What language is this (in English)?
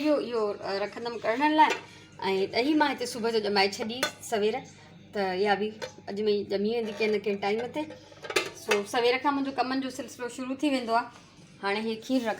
Sindhi